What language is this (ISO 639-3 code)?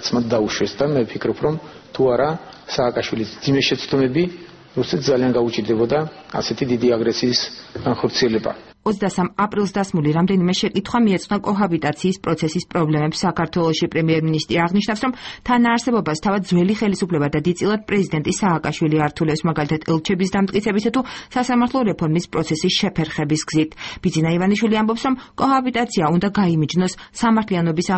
kat